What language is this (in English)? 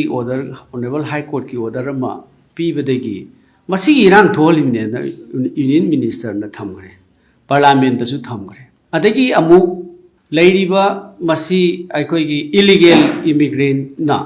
Manipuri